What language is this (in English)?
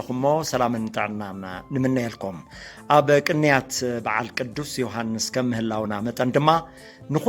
Tigrinya